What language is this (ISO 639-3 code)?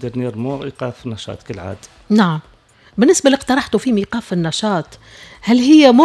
aeb